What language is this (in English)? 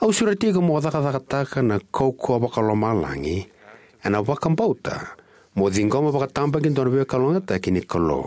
Fijian